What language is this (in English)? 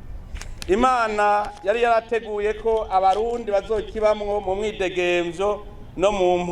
Rundi